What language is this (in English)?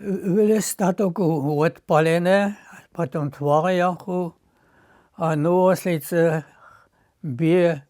Upper Sorbian